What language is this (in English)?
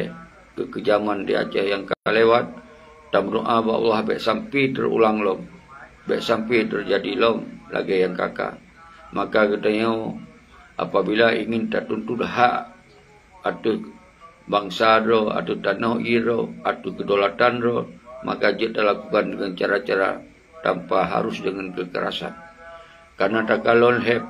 Achinese